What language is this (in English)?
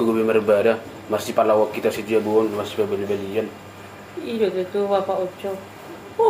Batak Toba